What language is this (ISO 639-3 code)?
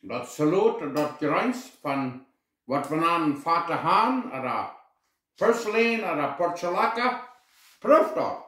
pdt